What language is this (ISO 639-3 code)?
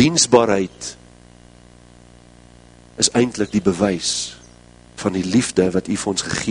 afr